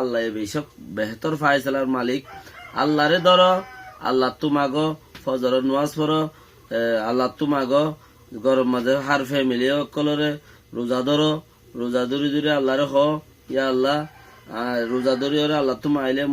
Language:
Rohingya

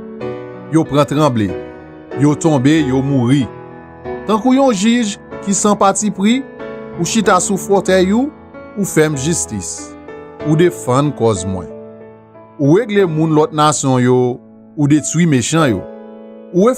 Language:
Haitian Creole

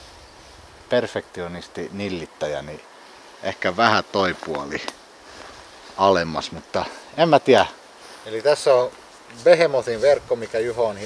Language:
Finnish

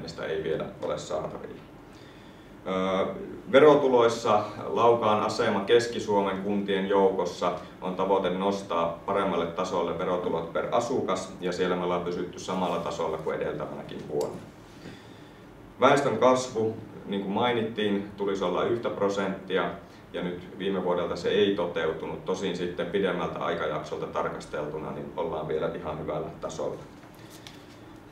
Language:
Finnish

